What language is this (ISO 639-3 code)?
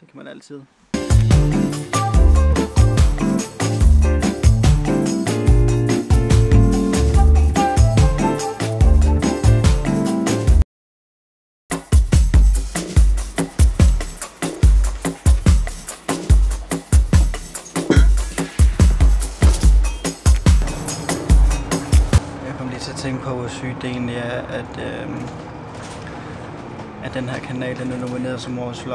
dan